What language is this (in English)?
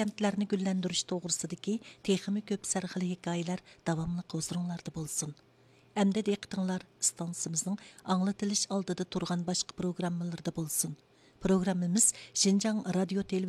Uyghur